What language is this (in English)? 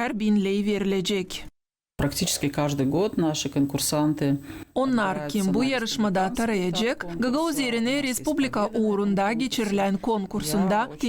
Gagauz